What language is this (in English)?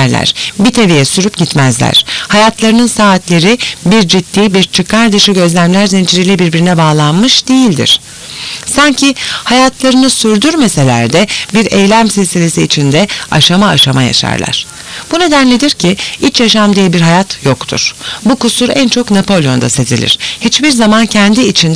Turkish